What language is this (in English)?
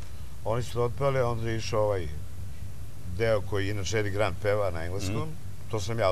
Serbian